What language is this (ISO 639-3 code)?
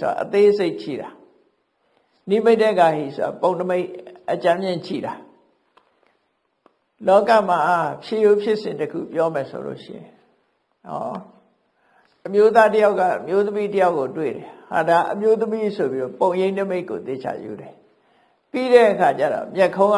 mya